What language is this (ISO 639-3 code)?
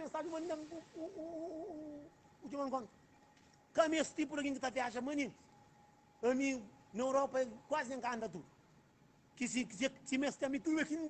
kea